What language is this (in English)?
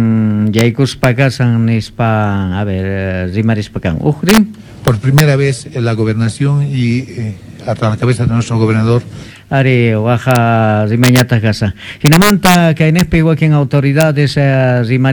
Quechua